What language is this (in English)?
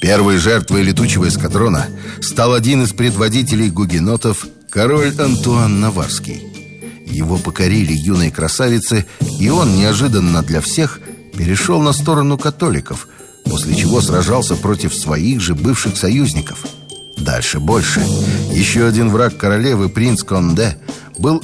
Russian